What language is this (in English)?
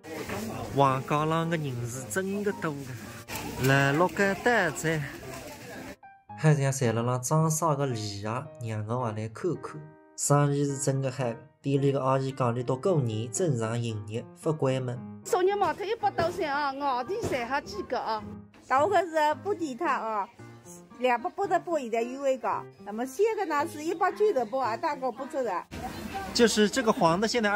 Wu Chinese